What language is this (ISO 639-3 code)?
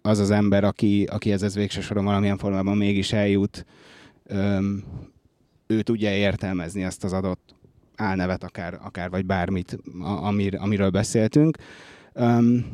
hun